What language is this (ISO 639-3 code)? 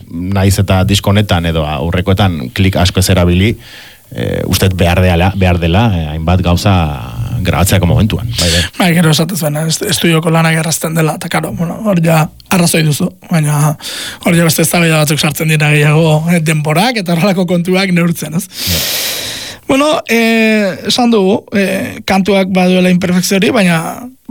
eus